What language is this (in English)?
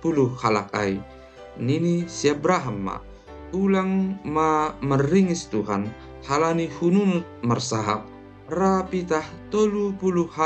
Batak Simalungun